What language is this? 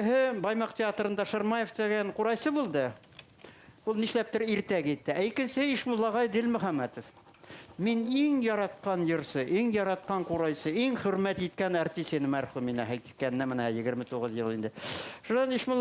Bashkir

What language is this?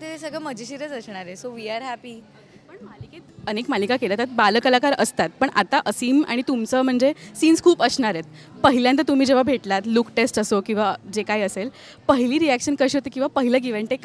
Marathi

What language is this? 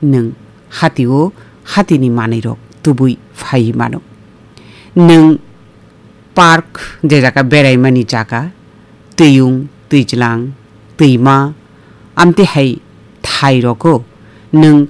Kok Borok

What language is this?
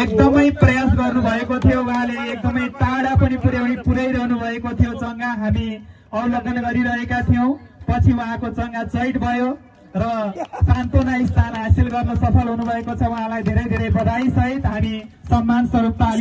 Nepali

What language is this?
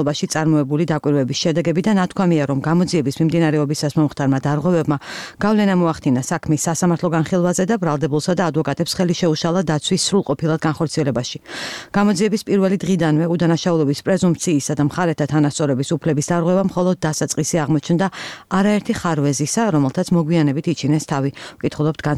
Georgian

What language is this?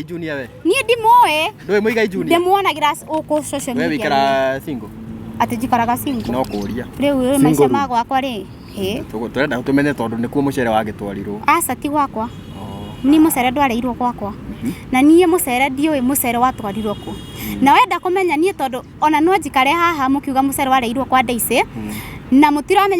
Kikuyu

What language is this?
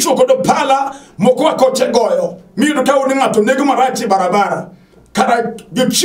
Luo (Kenya and Tanzania)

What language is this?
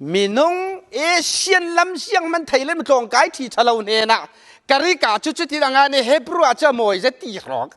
Falam Chin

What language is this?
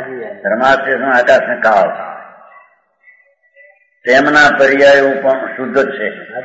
Gujarati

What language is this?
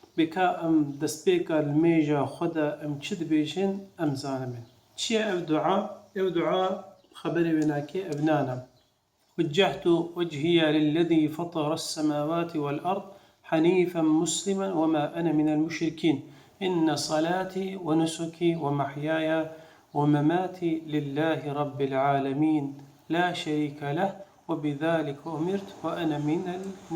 Kurdish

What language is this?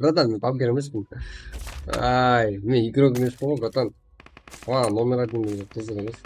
Kara-Kalpak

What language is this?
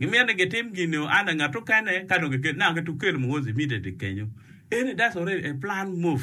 Acoli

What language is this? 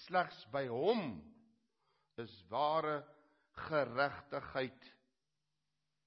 Afrikaans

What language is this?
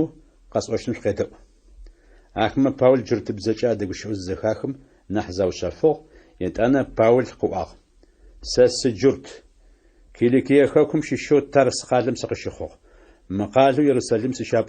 Adyghe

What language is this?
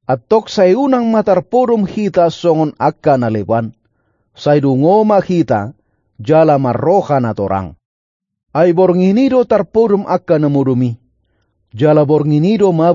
Batak Toba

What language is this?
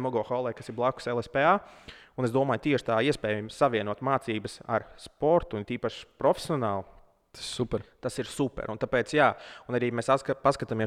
Latvian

